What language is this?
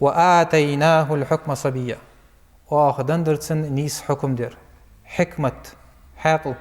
Ingush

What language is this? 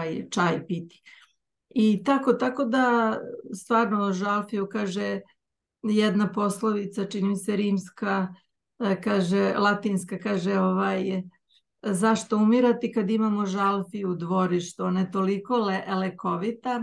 Serbian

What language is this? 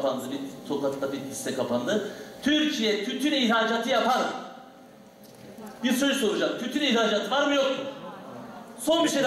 Turkish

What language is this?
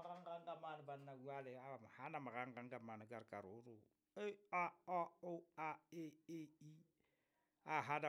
Southern Sotho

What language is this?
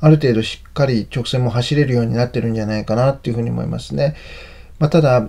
Japanese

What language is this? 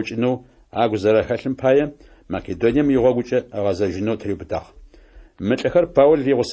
Adyghe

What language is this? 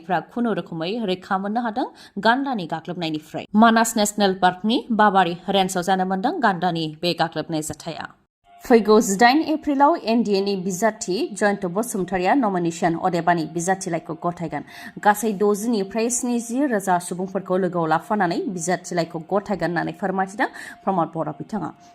Bodo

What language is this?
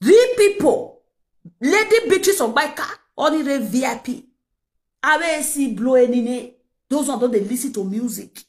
Nigerian Pidgin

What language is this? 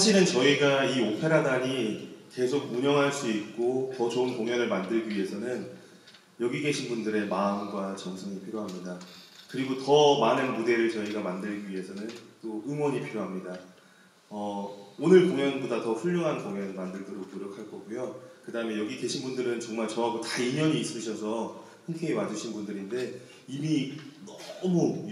Korean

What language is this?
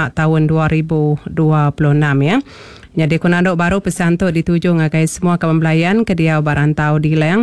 Iban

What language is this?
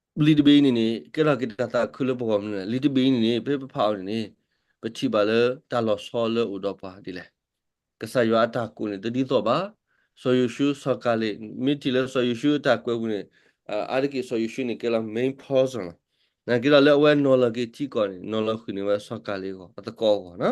S'gaw Karen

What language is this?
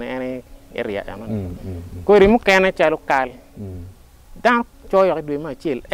Acoli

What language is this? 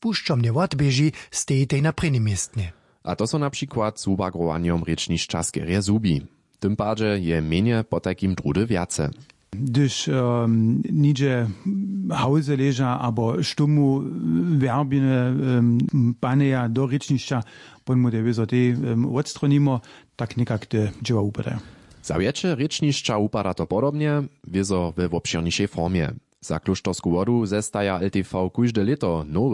Upper Sorbian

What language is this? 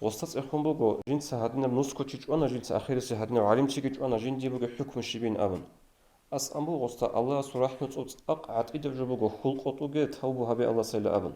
Avaric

